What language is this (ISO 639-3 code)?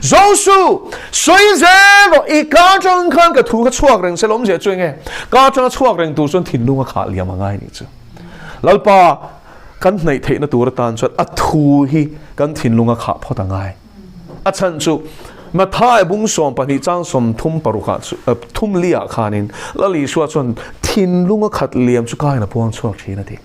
lus